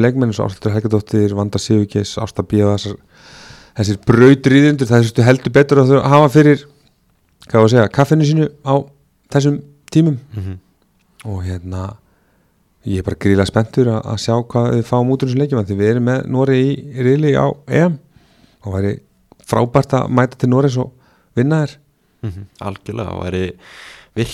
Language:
Icelandic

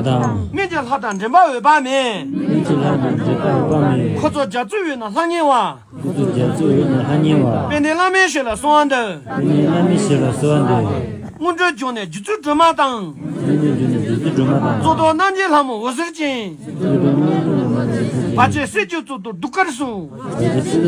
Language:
Tibetan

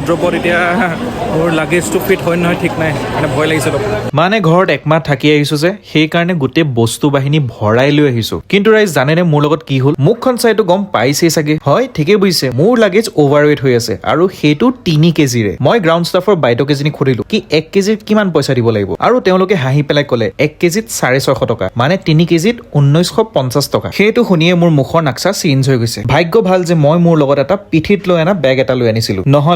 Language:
Assamese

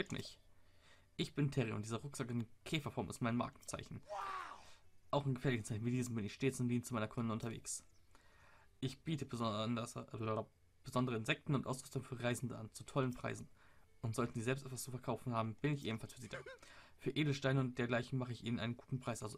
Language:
German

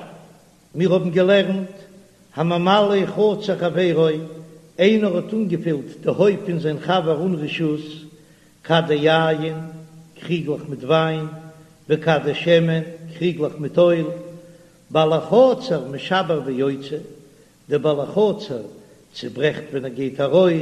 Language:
Yiddish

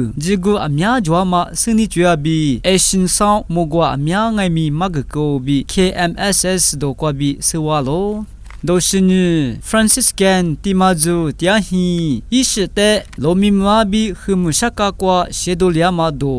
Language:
Lisu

